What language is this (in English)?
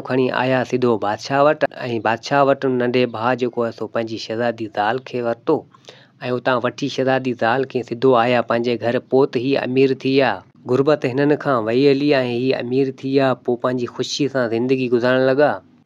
Sindhi